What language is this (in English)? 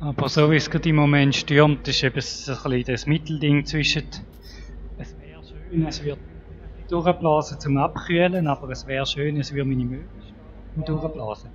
Swiss German